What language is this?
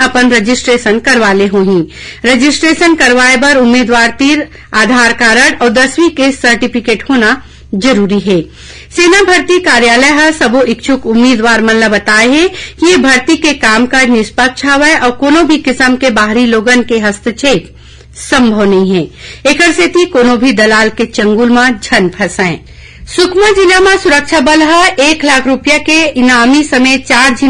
Chhattisgarhi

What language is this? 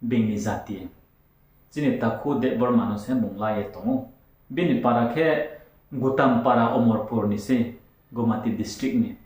Riang (India)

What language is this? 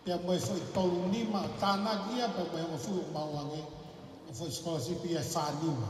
Tongan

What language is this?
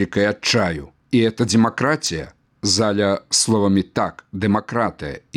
Belarusian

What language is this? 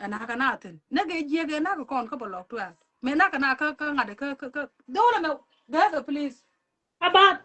Nuer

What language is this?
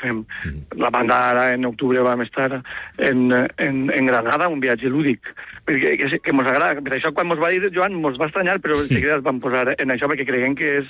Catalan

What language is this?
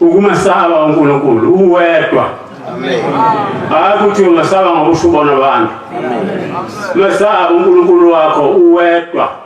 Zulu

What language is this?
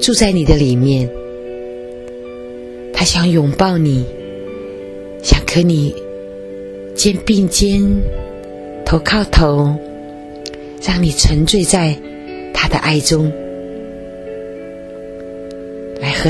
Chinese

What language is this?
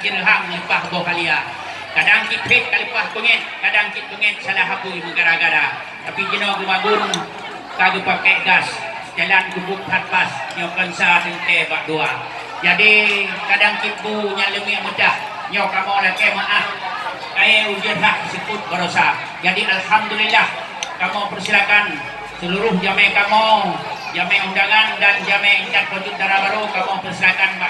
Achinese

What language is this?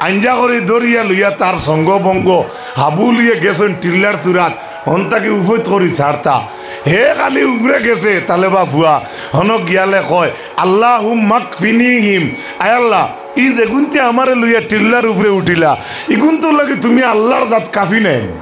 Sylheti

